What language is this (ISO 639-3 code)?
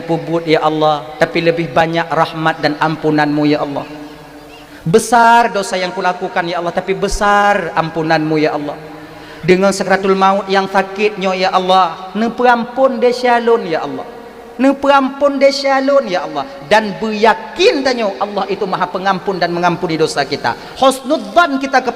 ace